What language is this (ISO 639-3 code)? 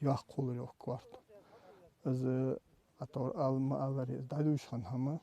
inh